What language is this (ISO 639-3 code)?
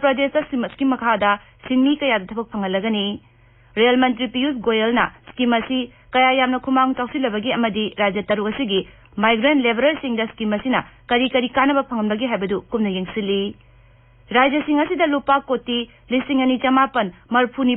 mni